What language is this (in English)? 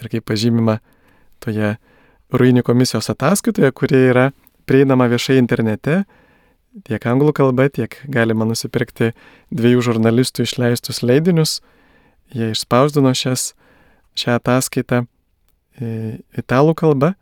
Lithuanian